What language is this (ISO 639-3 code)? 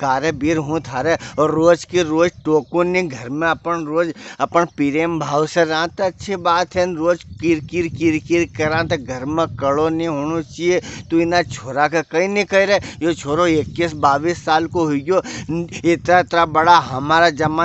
raj